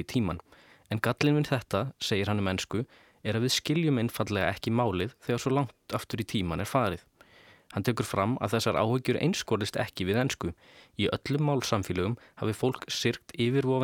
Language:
Icelandic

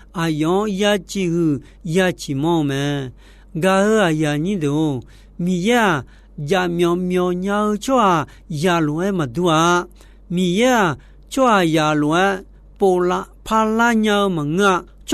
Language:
Akha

